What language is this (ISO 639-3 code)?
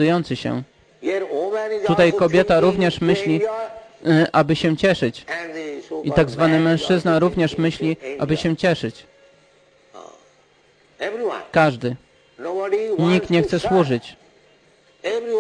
pol